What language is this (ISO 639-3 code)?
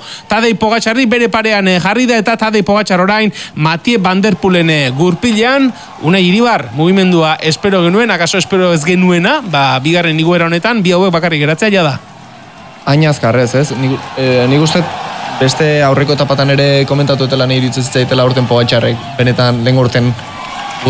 eus